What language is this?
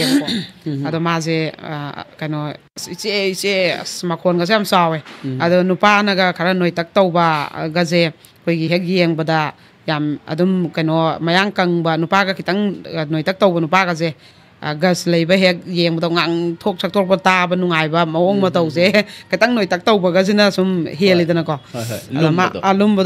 Manipuri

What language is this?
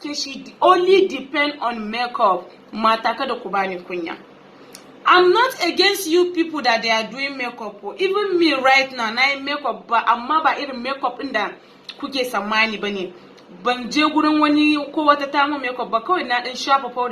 Hausa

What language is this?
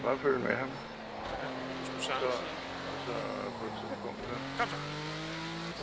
Danish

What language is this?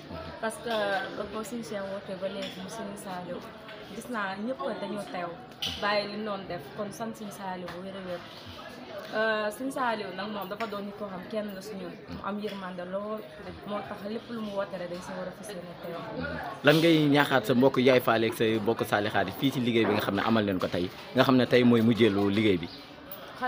Wolof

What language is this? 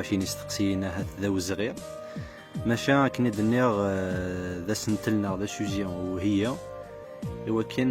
Kabyle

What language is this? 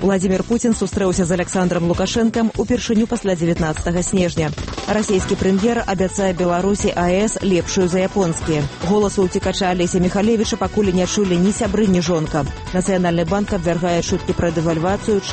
Belarusian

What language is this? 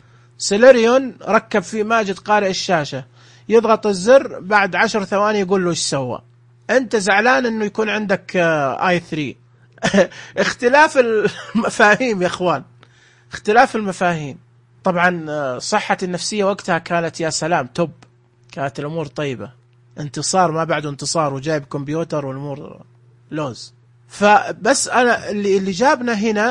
Najdi Arabic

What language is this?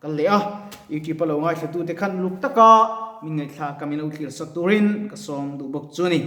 Mizo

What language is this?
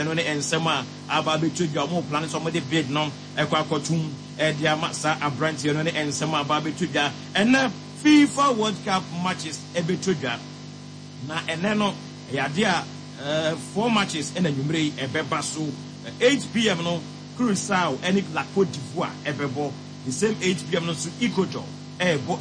Akan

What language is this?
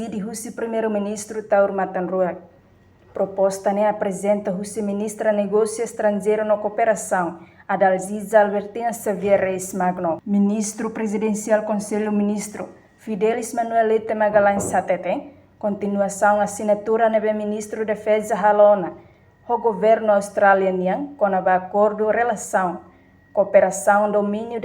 Tetum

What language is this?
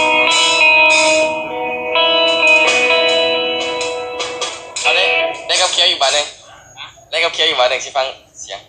Lao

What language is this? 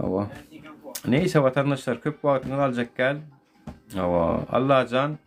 Turkmen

